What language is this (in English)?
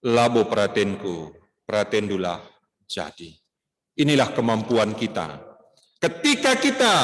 Batak Karo